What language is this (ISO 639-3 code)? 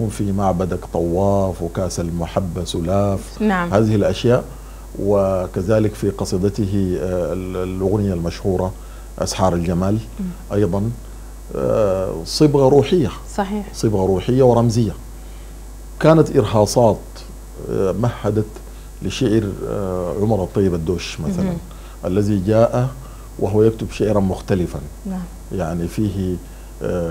ara